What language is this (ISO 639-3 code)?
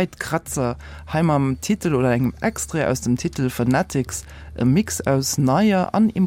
ltz